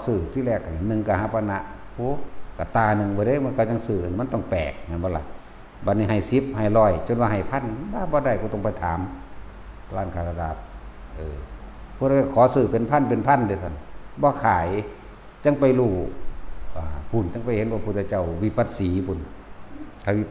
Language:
Northeastern Thai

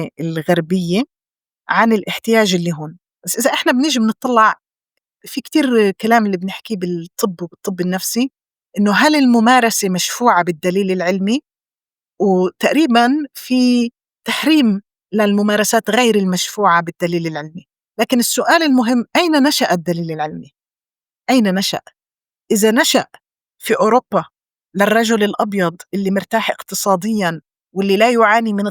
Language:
North Levantine Arabic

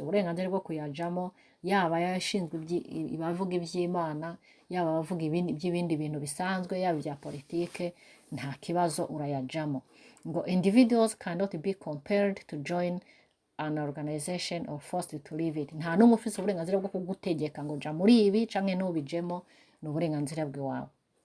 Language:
Rundi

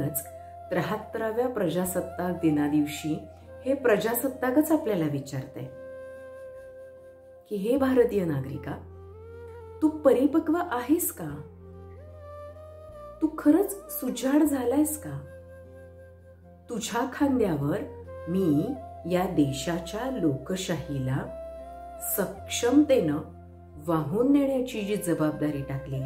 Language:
Marathi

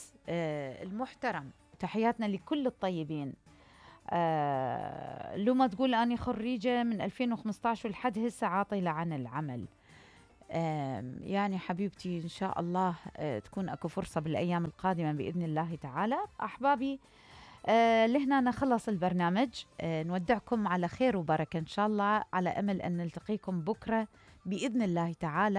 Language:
Mesopotamian Arabic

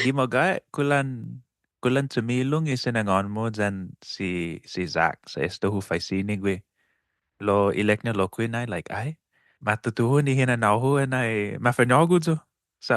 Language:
Chamorro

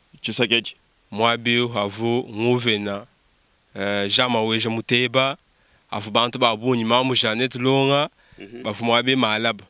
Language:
Luba-Lulua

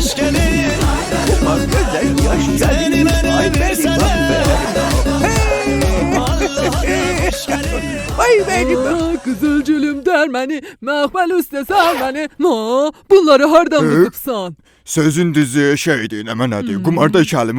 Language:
South Azerbaijani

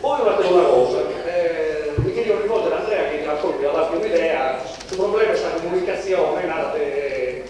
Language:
Sardinian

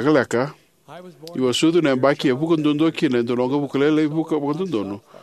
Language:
Fijian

